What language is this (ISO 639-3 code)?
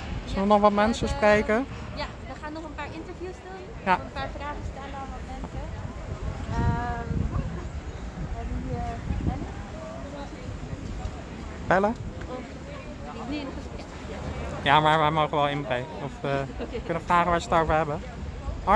nld